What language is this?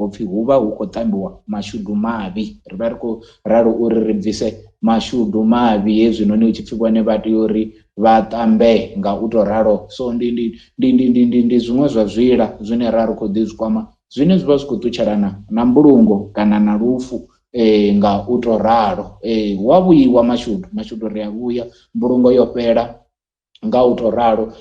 Venda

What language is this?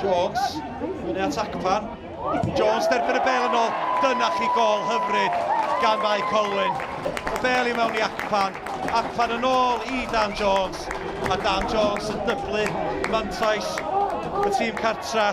Welsh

